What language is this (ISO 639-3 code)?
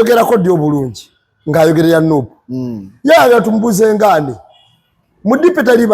lug